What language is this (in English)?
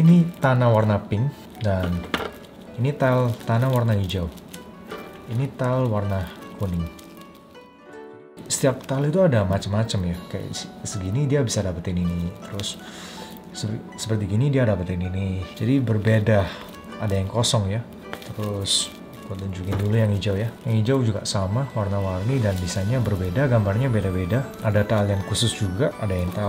Indonesian